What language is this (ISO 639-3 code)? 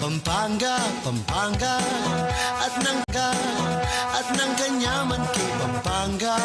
pam